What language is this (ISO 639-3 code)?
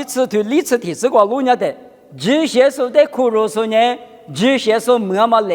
lis